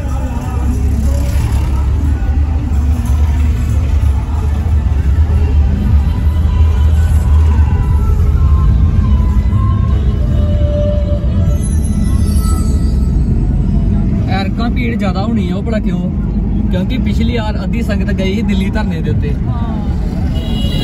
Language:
Punjabi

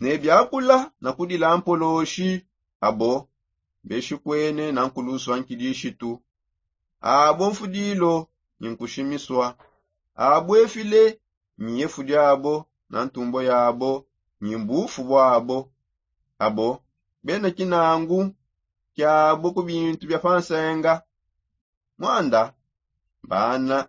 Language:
Songe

